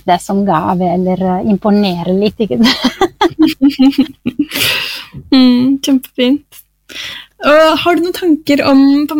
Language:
Norwegian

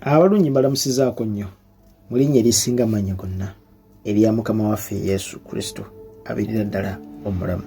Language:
Ganda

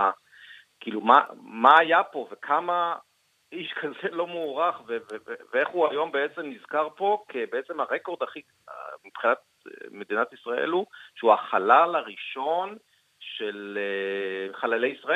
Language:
Hebrew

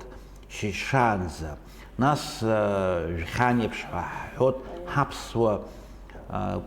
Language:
Abkhazian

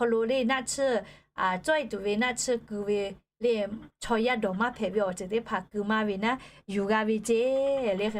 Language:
Lahu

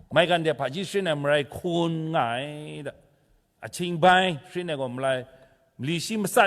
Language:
Kachin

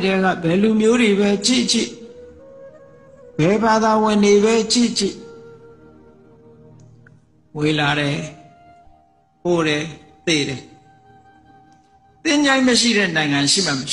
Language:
Burmese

